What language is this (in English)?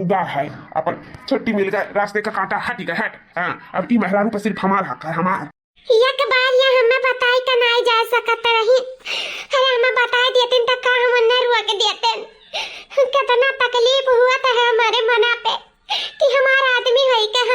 Awadhi